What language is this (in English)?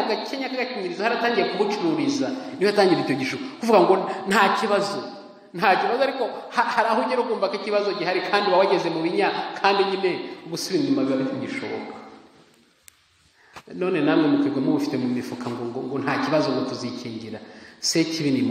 Kinyarwanda